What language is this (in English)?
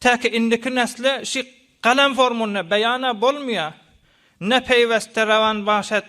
Turkmen